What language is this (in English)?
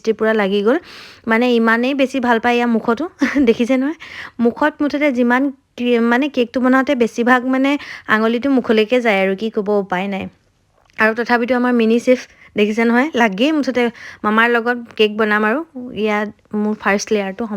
Assamese